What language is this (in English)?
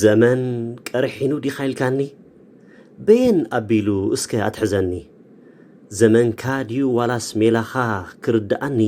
Tigrinya